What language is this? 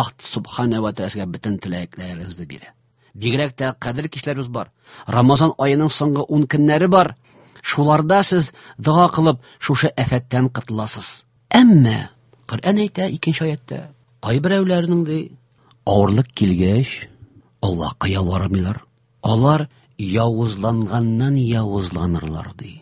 Tatar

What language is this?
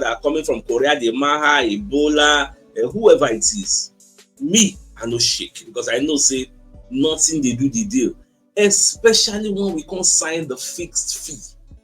Nigerian Pidgin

